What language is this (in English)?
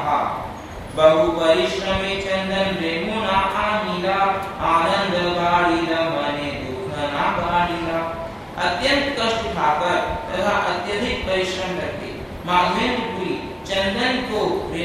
Hindi